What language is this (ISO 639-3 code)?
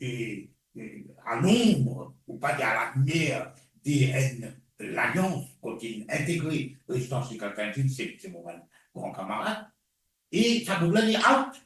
mfe